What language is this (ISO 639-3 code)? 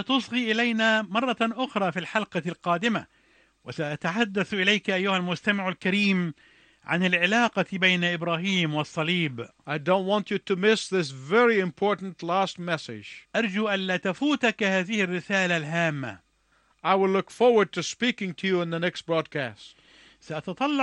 ara